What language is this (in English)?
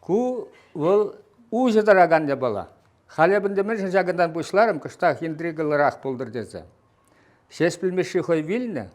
Chuvash